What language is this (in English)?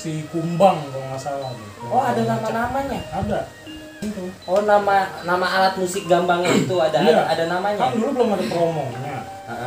Betawi